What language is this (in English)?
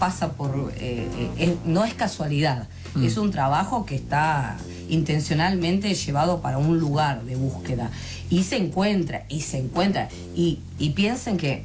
Spanish